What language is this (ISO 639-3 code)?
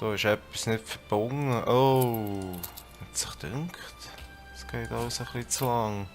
gsw